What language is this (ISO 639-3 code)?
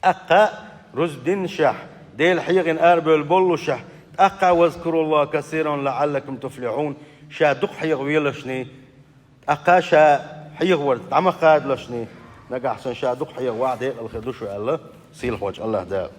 che